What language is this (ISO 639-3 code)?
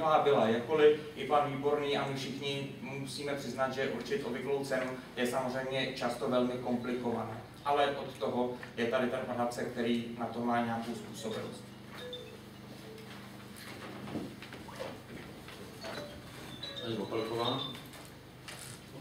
ces